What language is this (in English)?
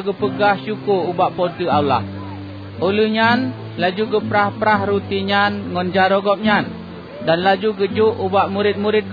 Achinese